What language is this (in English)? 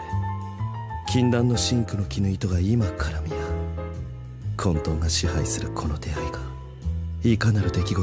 Japanese